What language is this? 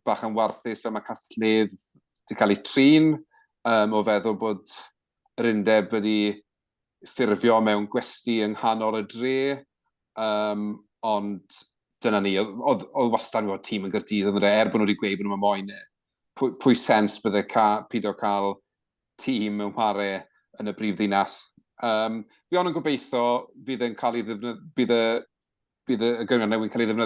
Welsh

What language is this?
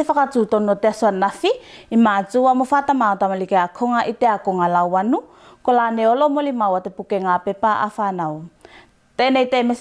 Tuvalu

